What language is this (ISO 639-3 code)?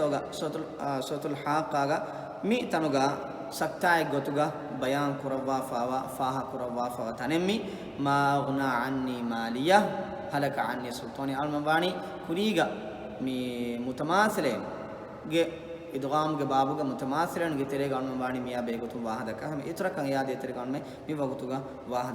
div